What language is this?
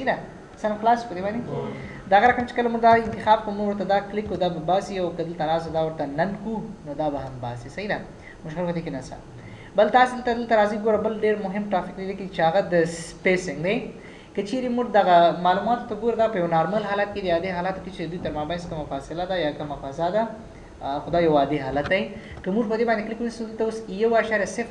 Pashto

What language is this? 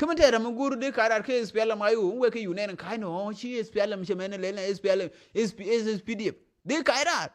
Nuer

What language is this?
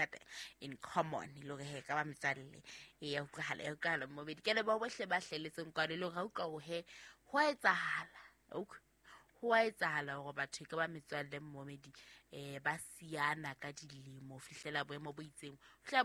Southern Sotho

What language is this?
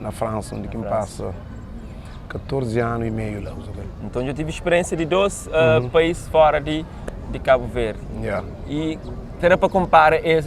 Kabuverdianu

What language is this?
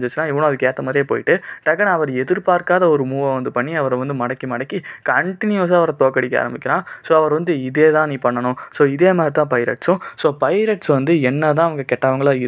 Tamil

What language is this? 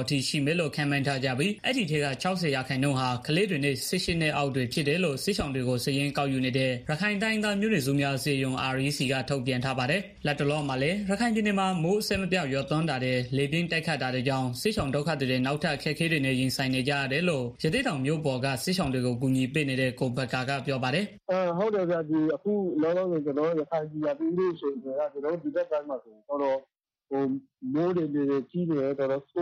Burmese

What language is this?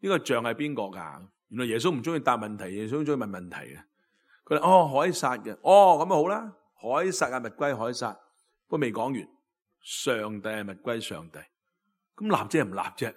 Cantonese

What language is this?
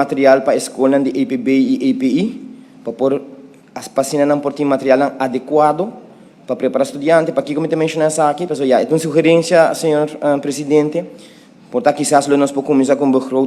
Papiamento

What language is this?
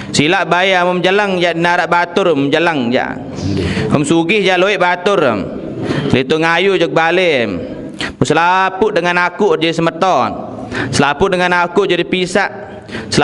Sasak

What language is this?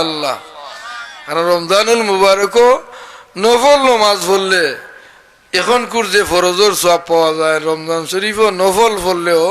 Sylheti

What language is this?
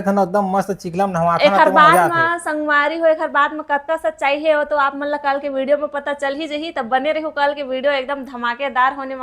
Chhattisgarhi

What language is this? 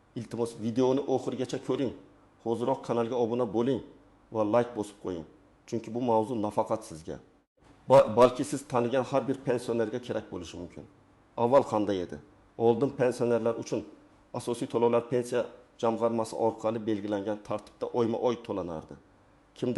Uzbek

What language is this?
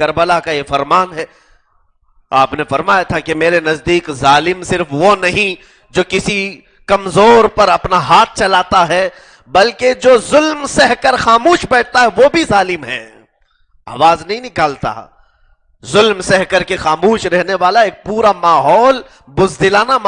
Urdu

